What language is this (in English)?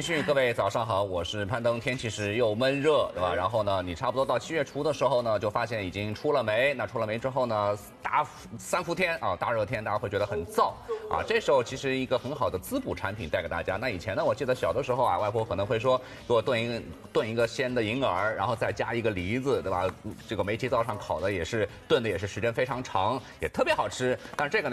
Chinese